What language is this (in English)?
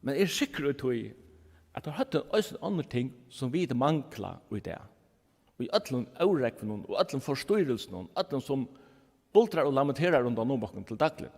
Faroese